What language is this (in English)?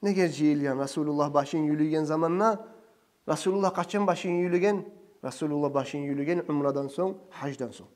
Kumyk